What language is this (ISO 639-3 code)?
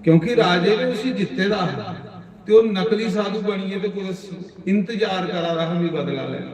doi